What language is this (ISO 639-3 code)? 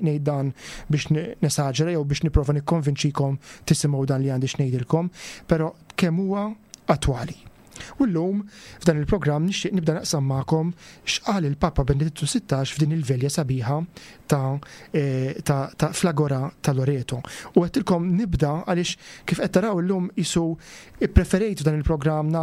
mlt